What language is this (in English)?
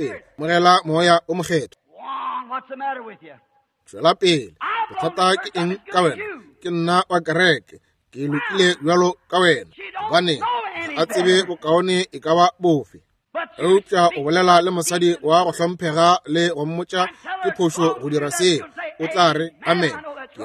Northern Sotho